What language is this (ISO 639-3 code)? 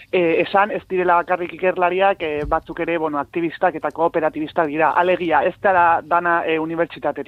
eus